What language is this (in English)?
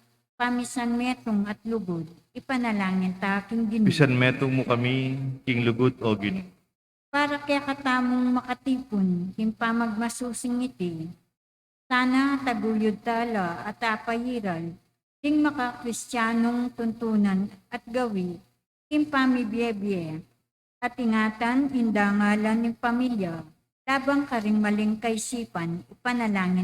Pampanga